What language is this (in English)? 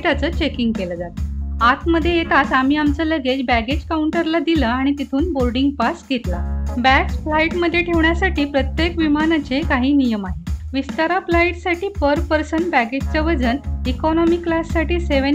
Marathi